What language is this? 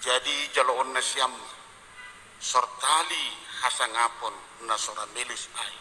Batak Simalungun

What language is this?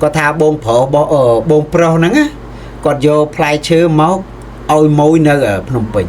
Khmer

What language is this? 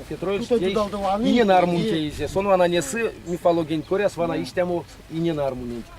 Erzya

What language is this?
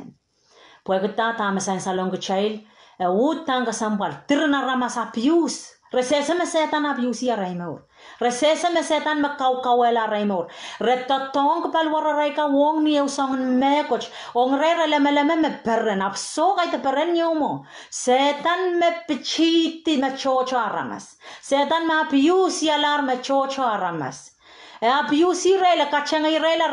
Pohnpeian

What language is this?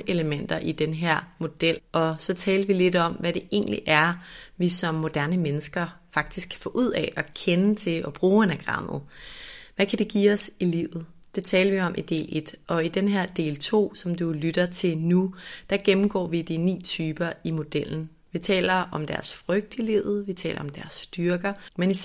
Danish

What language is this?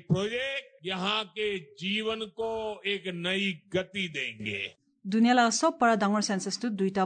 Assamese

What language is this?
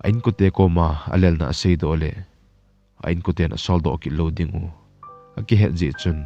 Thado Chin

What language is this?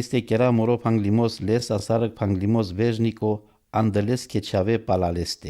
Romany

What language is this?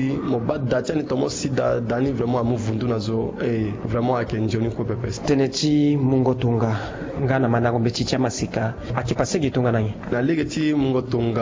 Sango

